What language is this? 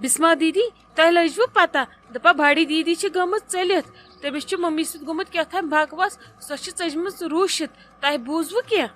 Kashmiri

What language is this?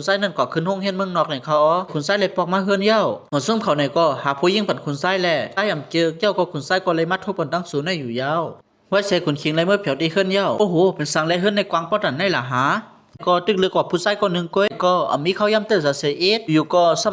Shan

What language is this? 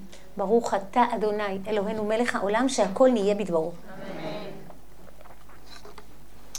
Hebrew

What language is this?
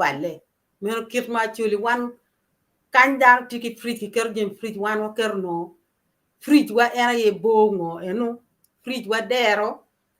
Acoli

